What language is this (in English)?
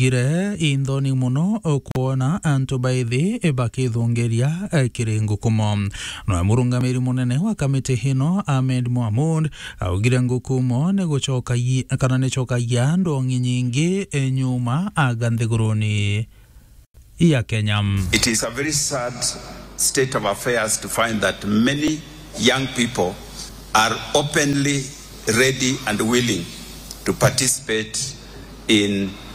Meru